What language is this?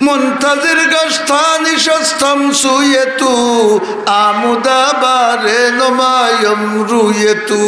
Sylheti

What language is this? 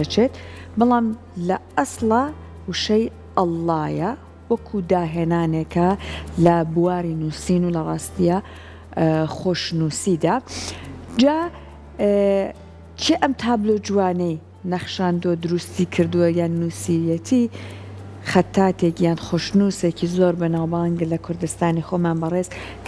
Central Kurdish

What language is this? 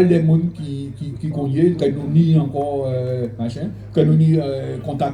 Guadeloupean Creole French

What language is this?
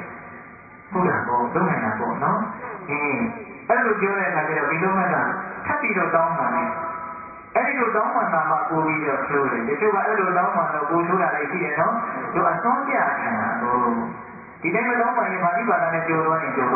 Burmese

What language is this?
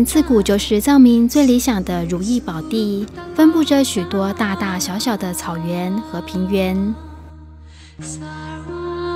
Chinese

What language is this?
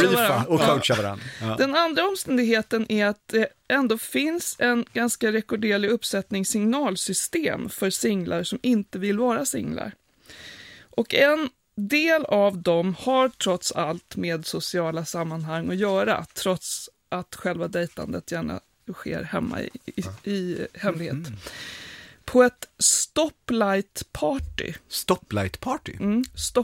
Swedish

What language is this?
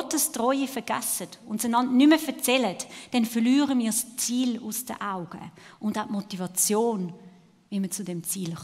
Swiss German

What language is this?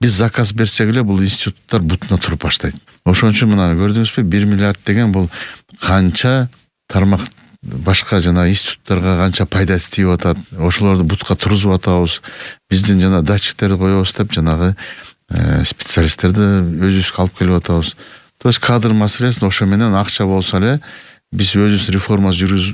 Kyrgyz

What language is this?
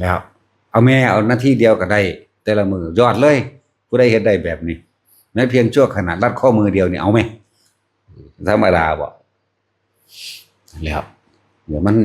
Northeastern Thai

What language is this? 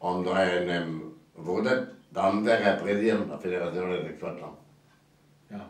Breton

